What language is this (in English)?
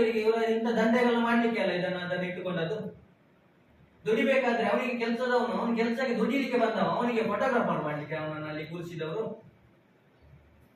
Kannada